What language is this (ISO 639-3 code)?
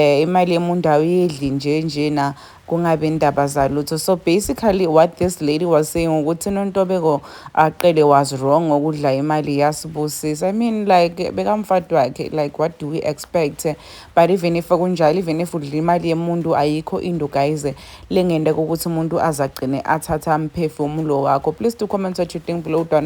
zul